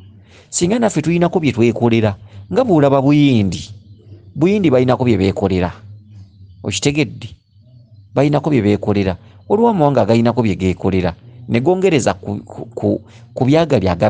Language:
Ganda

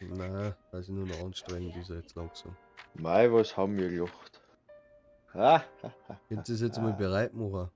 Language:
Bavarian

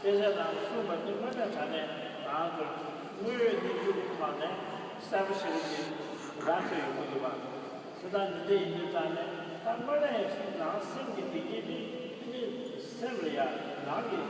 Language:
Tibetan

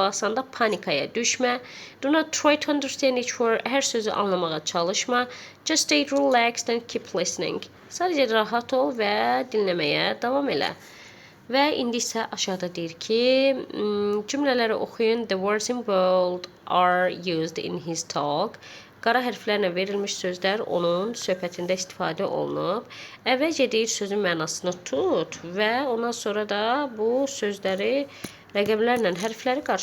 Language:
Azerbaijani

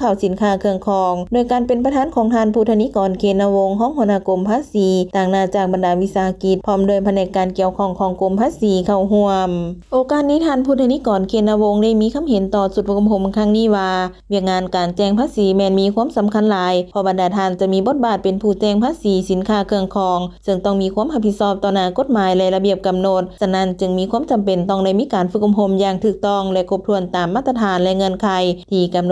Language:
Lao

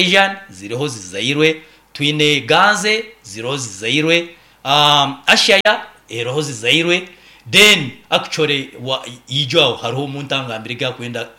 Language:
Nyoro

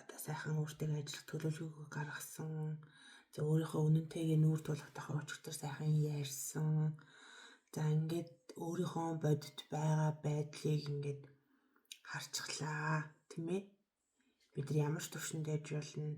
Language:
Mongolian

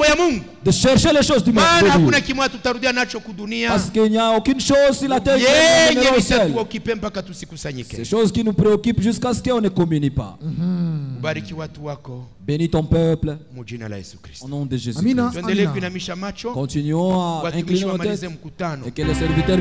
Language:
Swahili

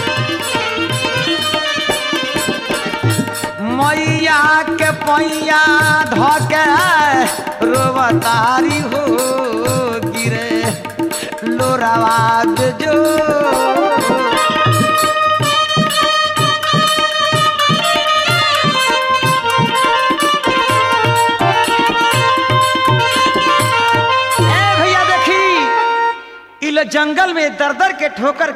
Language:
Bhojpuri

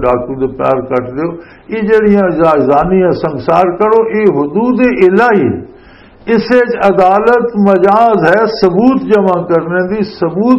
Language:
Western Panjabi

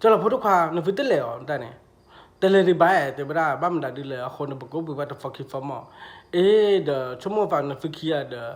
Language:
S'gaw Karen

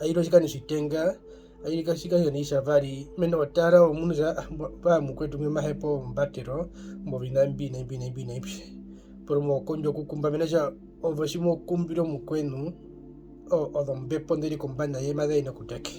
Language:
Herero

